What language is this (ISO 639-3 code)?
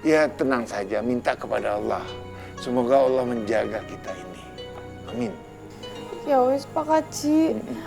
bew